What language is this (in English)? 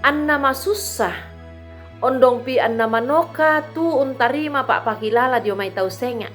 Toraja-Sa'dan